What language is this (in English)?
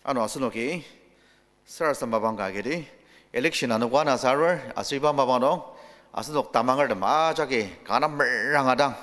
Ao Naga